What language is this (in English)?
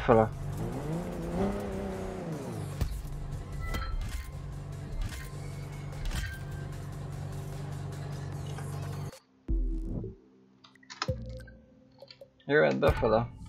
Hungarian